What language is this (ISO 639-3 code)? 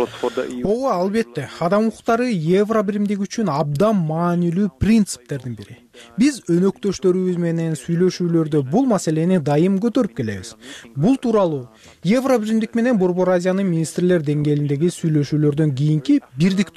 kir